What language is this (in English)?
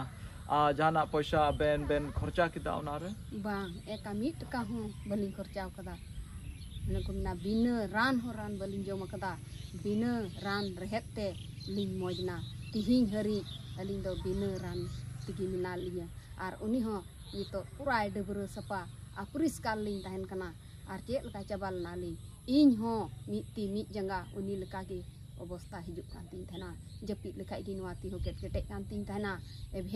Santali